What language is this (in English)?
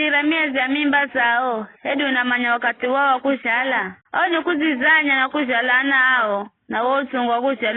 Giryama